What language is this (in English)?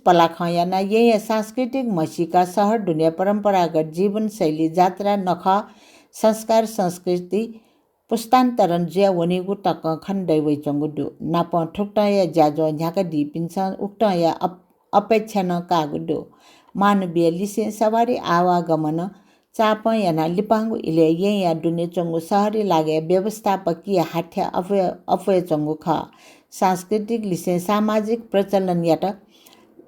Newari